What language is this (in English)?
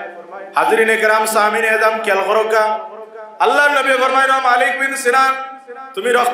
Sylheti